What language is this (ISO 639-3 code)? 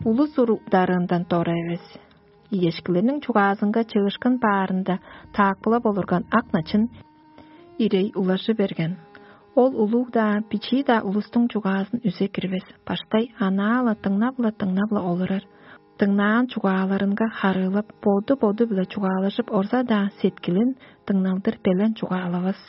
tyv